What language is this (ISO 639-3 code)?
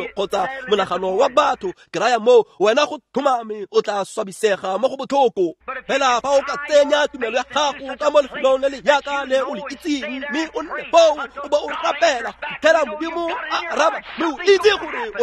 tsn